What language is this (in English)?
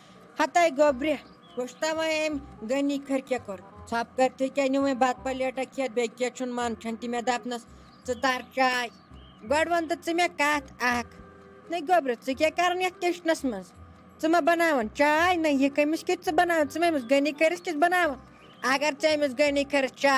Kashmiri